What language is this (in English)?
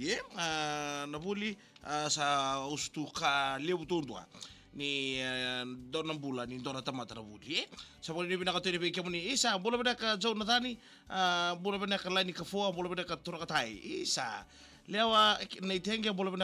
Fijian